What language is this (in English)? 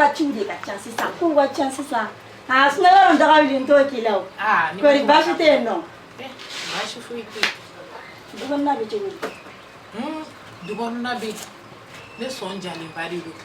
Bambara